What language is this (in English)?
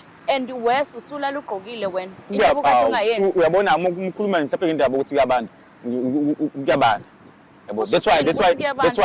Zulu